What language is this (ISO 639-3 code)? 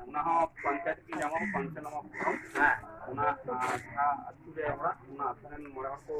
sat